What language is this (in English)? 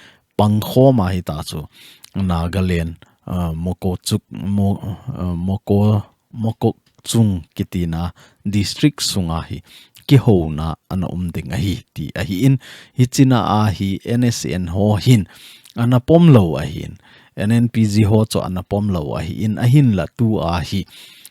Thado Chin